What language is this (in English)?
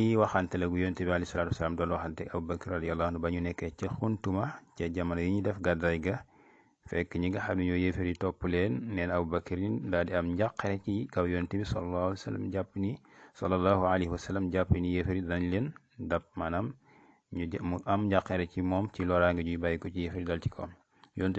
Wolof